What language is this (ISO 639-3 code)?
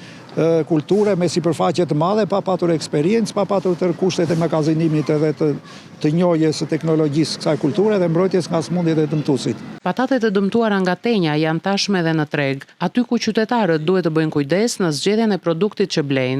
sqi